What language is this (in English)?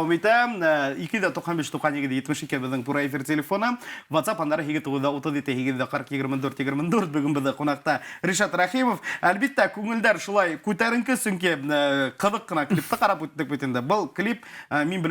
Bashkir